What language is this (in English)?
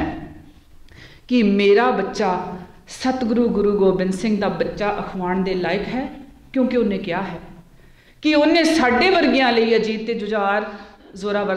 Punjabi